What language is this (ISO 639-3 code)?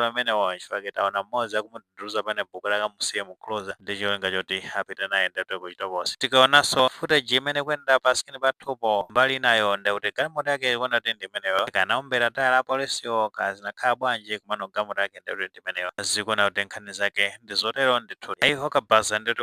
nya